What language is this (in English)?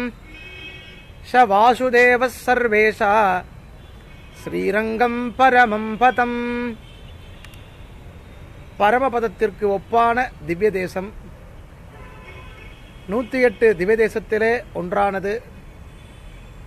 Tamil